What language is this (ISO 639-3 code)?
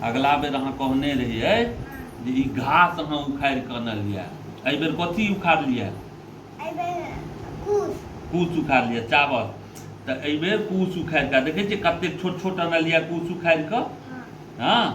mai